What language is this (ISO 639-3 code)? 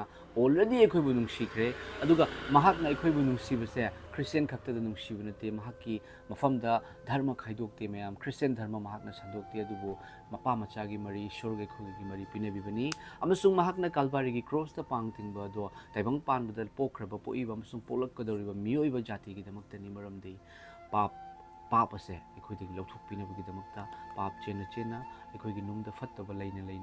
mni